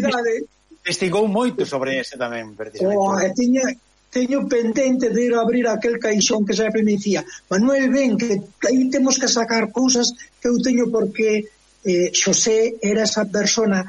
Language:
Galician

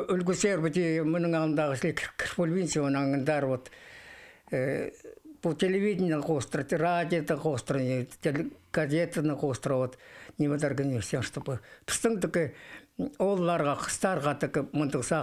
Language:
Khakas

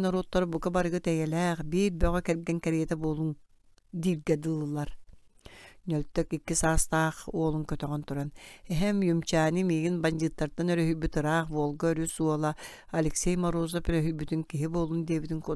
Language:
Yakut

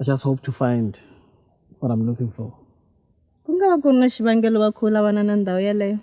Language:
Tsonga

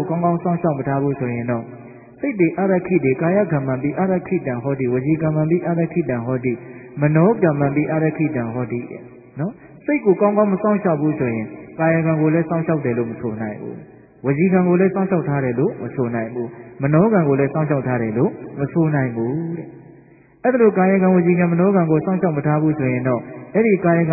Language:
Burmese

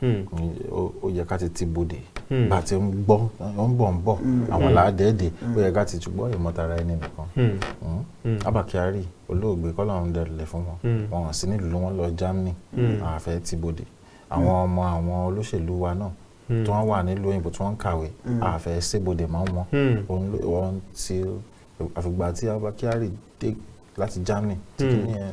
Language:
Yoruba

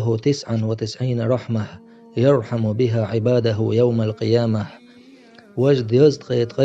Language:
Chechen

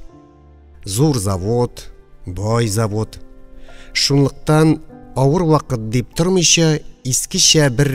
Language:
Tatar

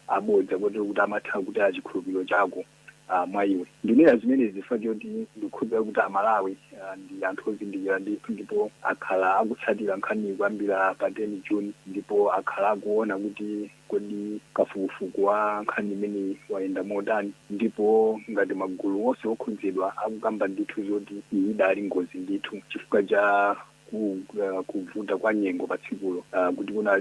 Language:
Nyanja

